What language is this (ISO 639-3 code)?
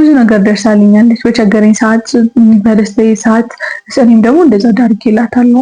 amh